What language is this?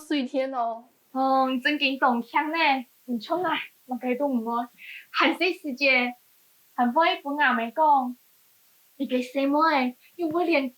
Hakka Chinese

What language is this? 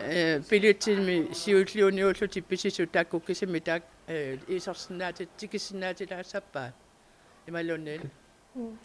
Kalaallisut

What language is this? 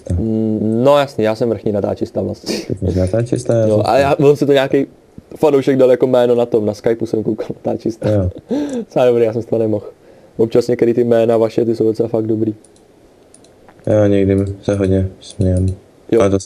Czech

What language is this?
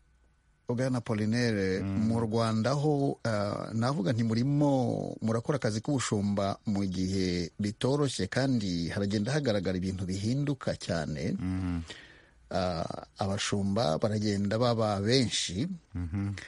Kinyarwanda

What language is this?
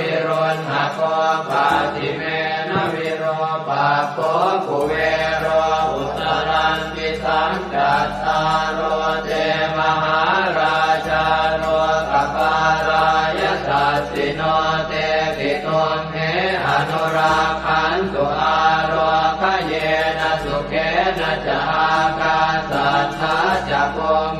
Pali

